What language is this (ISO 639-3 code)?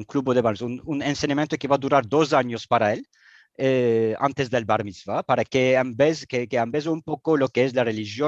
lad